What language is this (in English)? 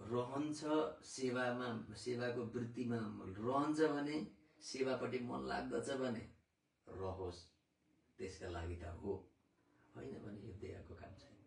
Nepali